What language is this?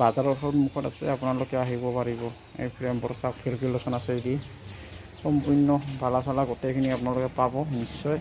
Assamese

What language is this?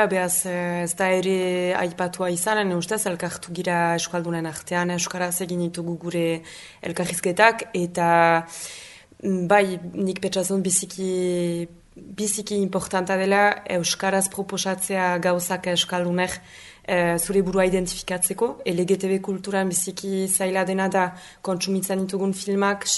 Basque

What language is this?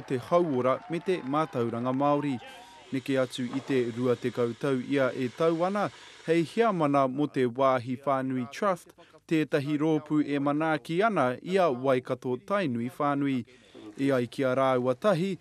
Māori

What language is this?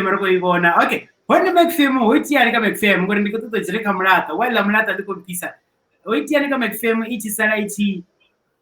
Venda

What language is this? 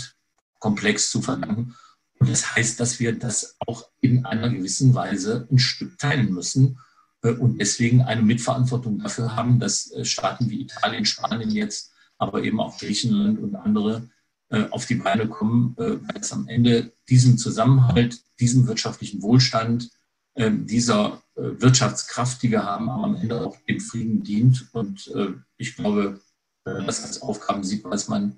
German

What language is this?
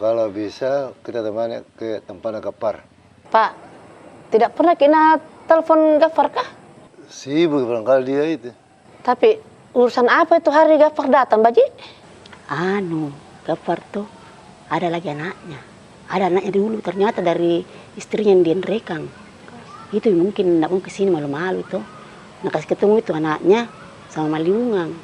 Makassar Malay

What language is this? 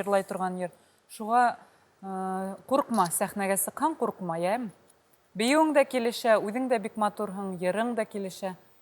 Bashkir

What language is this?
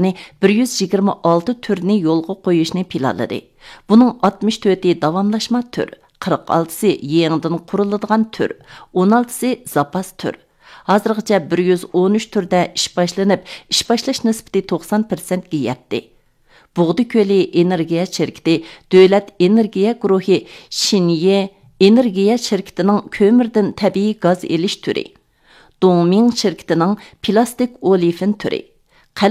Uyghur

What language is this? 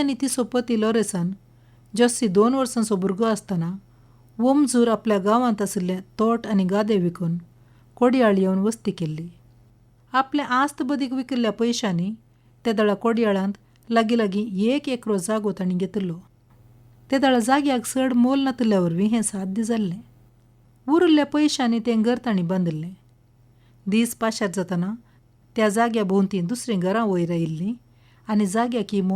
Konkani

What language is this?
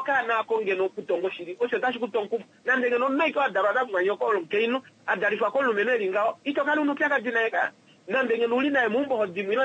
Kuanyama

